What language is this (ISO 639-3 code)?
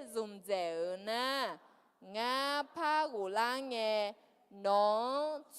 ahk